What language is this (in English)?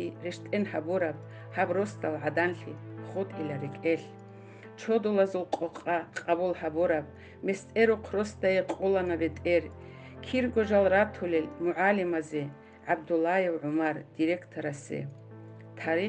Avaric